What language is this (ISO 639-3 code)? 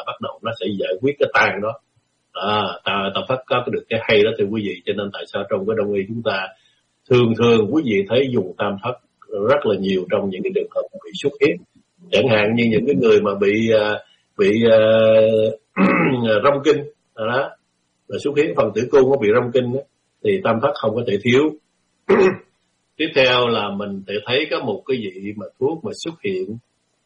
vie